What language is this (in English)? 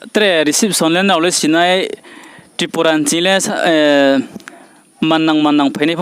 Riang (India)